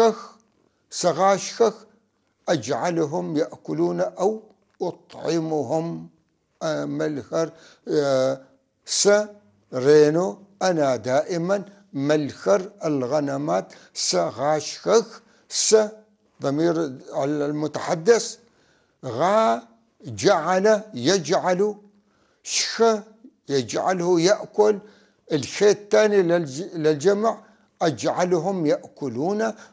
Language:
North Levantine Arabic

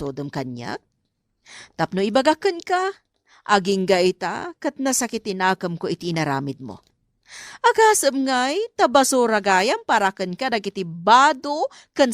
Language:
Iloko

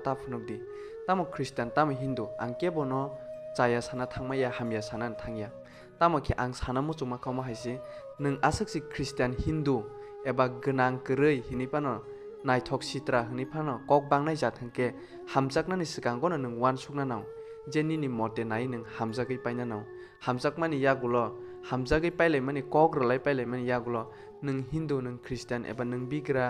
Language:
Kok Borok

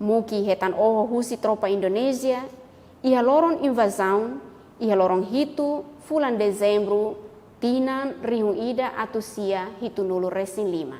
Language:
Tetum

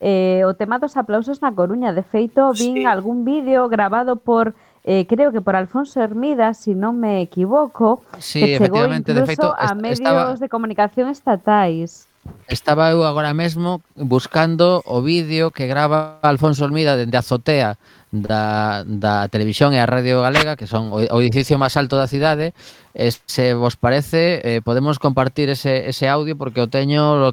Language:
Galician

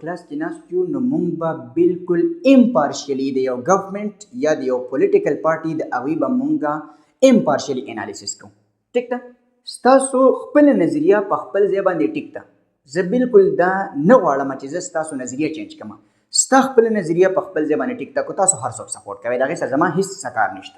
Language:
Pashto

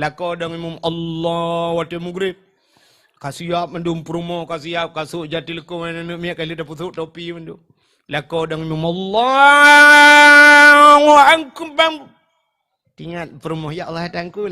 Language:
Achinese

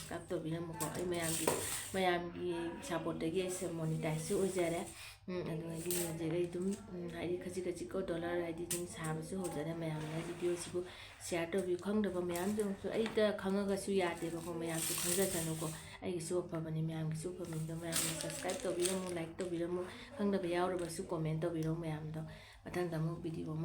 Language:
Manipuri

